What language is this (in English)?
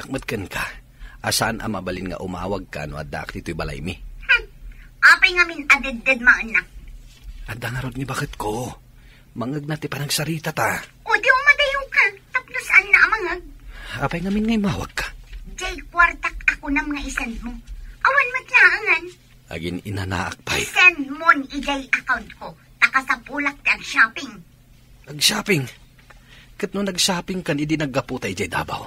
Iloko